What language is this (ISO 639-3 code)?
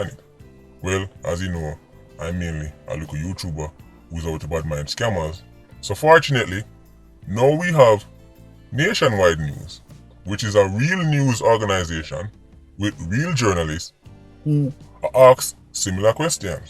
jam